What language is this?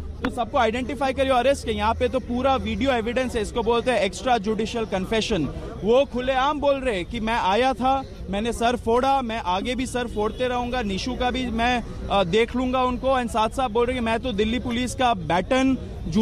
Hindi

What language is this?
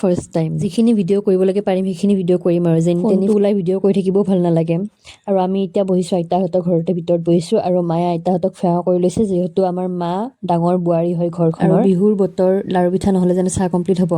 Assamese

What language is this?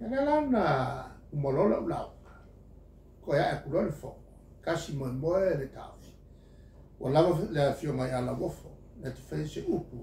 Samoan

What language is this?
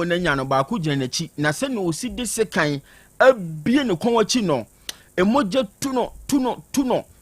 Akan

